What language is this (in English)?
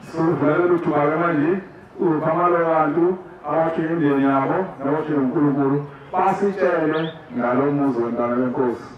Zulu